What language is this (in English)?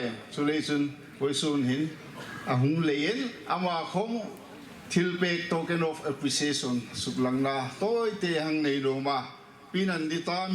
Hmar